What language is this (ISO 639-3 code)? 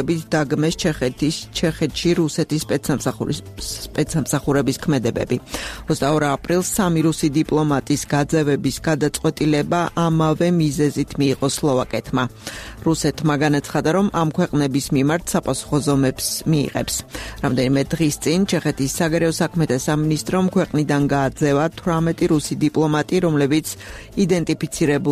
kat